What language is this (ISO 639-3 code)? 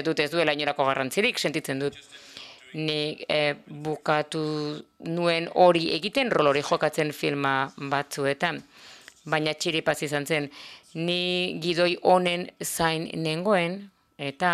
eus